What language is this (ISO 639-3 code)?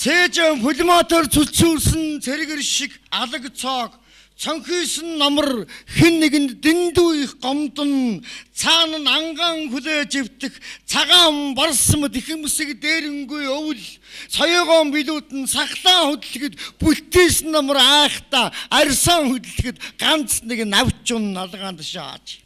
mon